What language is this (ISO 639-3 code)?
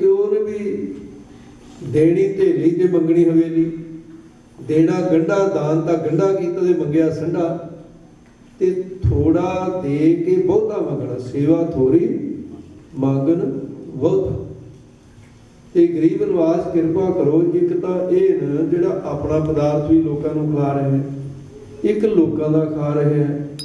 pan